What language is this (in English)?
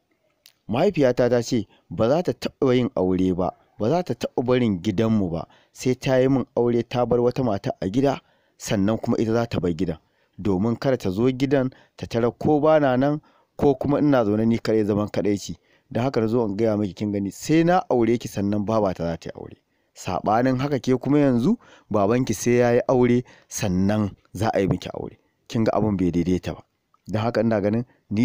Hausa